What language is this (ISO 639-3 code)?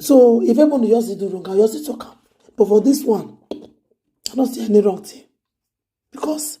pcm